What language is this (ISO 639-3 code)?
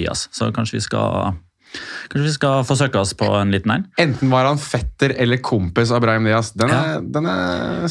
nor